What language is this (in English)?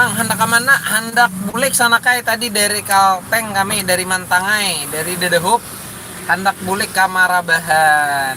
Banjar